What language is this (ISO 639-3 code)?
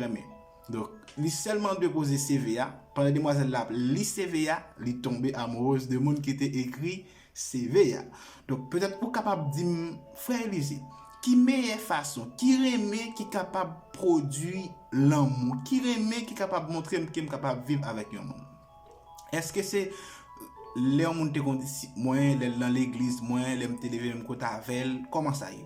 hat